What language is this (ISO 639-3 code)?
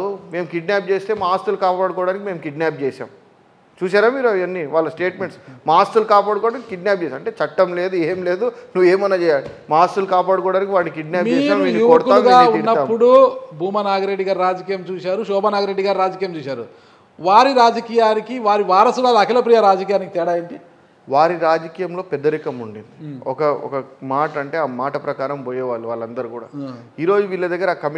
tel